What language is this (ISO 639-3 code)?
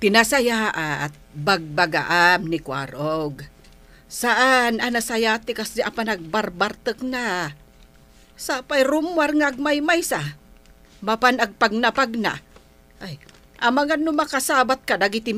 ilo